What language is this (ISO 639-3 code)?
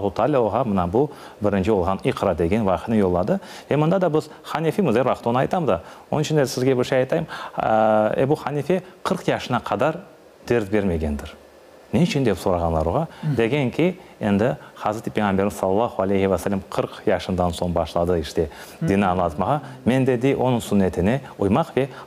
crh